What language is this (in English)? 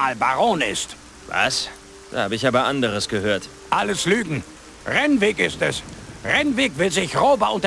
Bavarian